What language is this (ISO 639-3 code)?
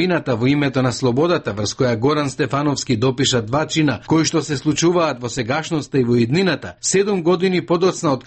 mkd